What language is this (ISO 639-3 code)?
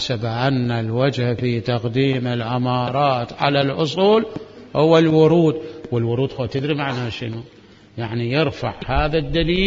acm